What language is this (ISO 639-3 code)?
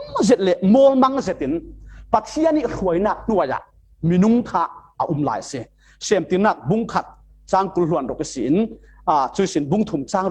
cfm